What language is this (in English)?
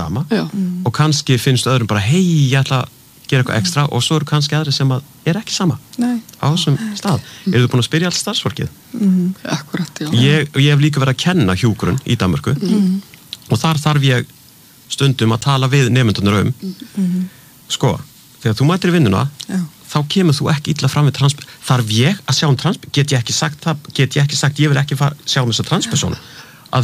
Icelandic